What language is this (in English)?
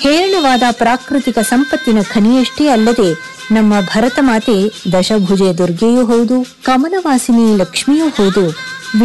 Kannada